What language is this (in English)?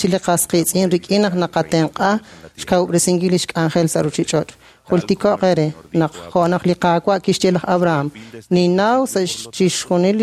Kekchí